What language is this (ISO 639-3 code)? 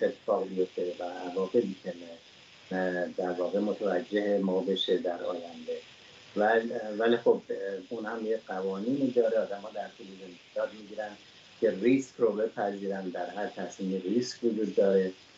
fas